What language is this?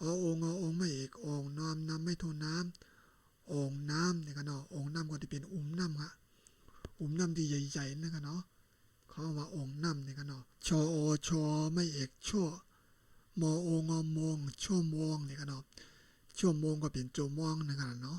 Shan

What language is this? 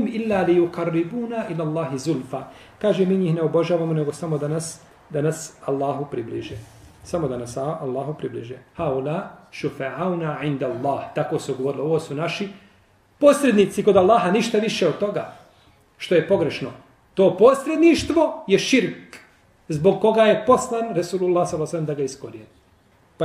Bosnian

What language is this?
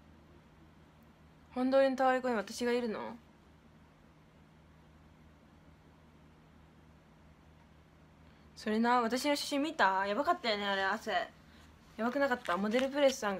Japanese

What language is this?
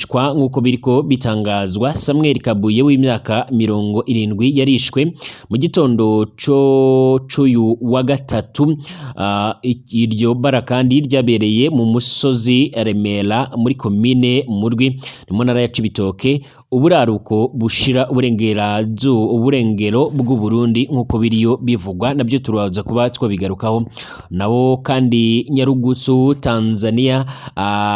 Rundi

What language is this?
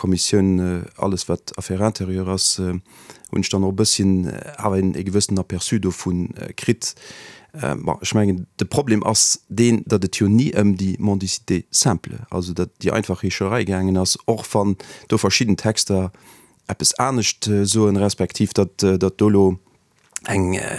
Luxembourgish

